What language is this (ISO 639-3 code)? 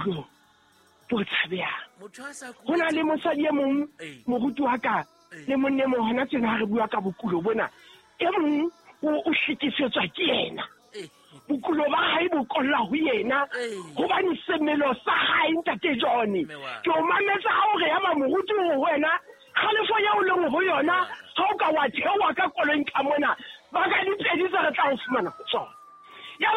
sot